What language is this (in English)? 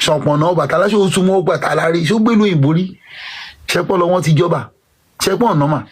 Yoruba